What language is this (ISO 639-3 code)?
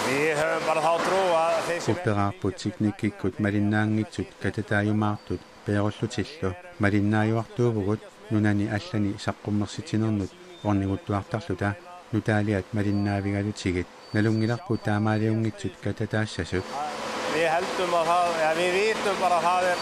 kal